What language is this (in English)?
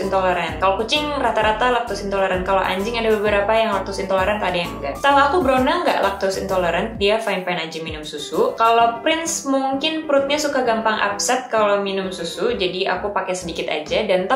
Indonesian